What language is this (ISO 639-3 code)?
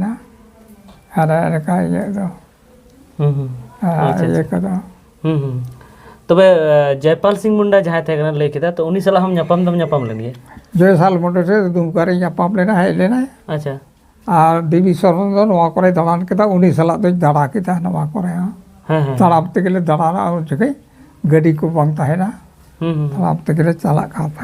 sat